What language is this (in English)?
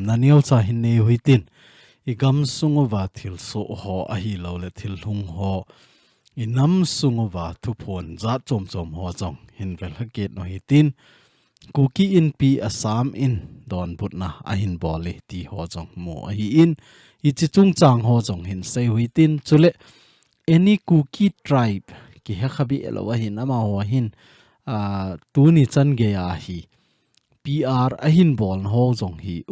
Thado Chin